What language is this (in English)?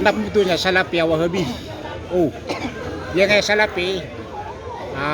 Maranao